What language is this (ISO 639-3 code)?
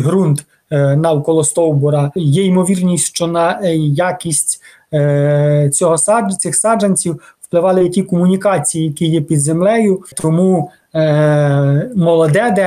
ukr